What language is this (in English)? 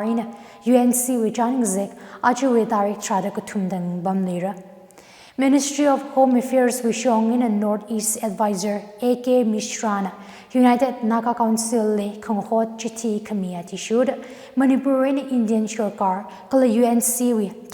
Tangkhul Naga (India)